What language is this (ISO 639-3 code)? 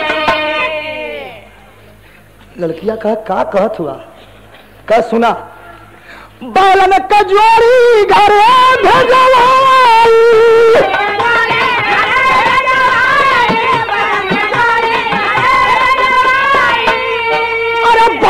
bho